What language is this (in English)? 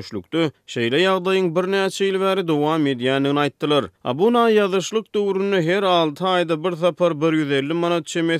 Turkmen